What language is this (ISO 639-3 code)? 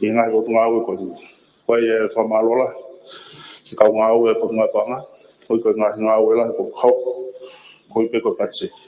ton